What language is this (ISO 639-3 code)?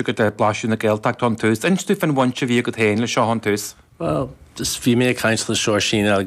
gle